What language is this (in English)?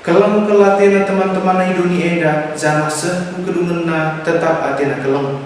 Batak Karo